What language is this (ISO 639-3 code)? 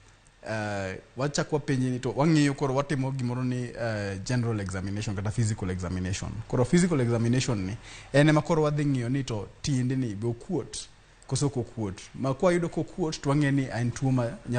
luo